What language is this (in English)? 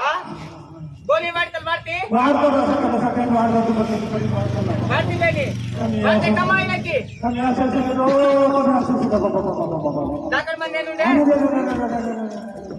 Aheri Gondi